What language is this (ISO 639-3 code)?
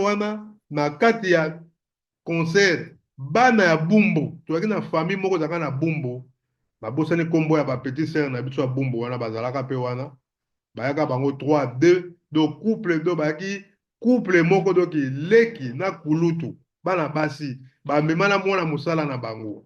lin